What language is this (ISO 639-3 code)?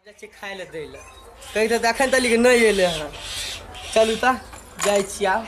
mai